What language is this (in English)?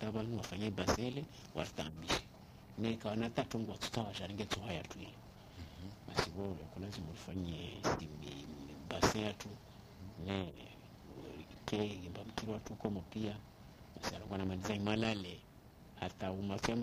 Swahili